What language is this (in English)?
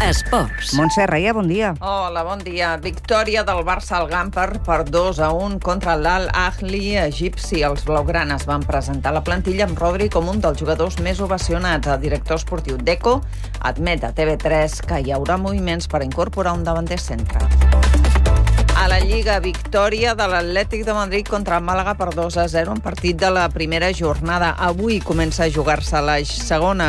Catalan